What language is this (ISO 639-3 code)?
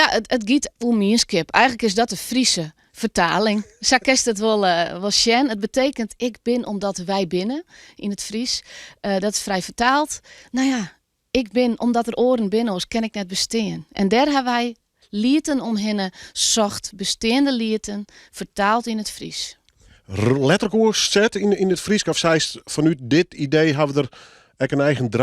fry